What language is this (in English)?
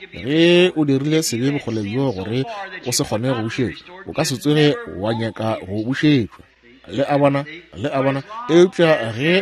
Northern Sotho